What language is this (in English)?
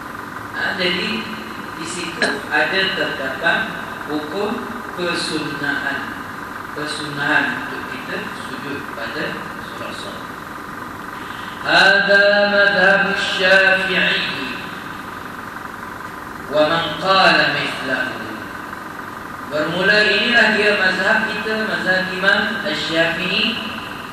Malay